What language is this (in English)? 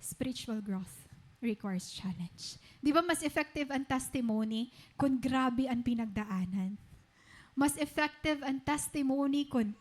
Waray